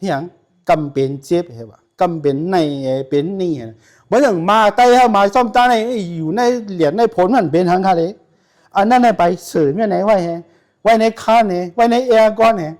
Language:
Shan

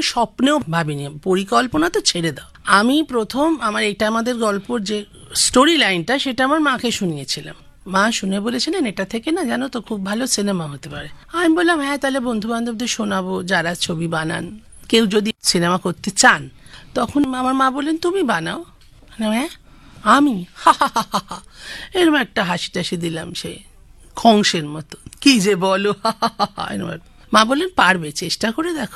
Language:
Bangla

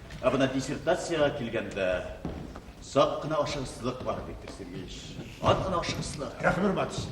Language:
Bashkir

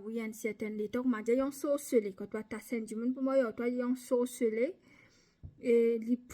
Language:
Morisyen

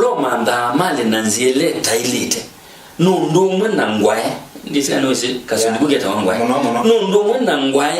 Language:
Kamba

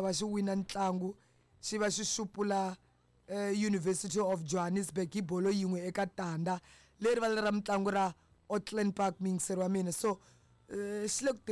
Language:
Tsonga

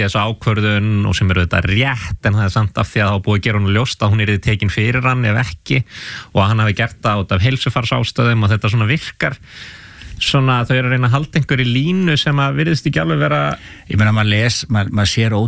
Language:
Icelandic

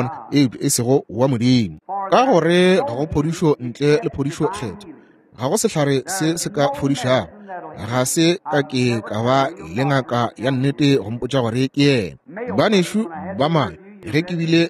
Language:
Northern Sotho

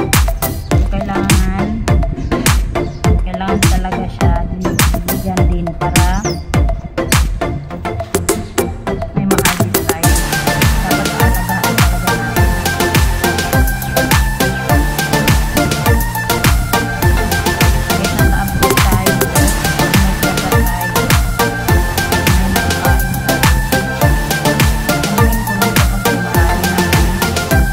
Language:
Filipino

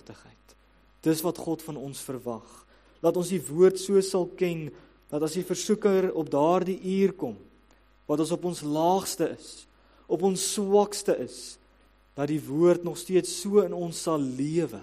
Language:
Afrikaans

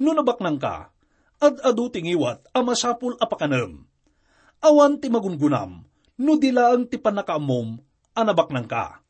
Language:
Iloko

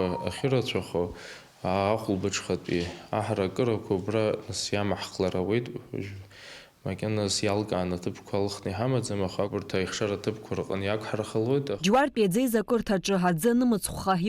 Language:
Abkhazian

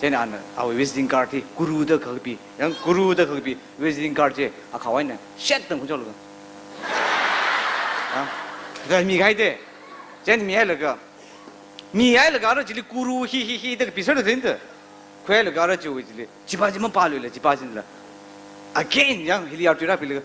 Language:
Tangkhul Naga (India)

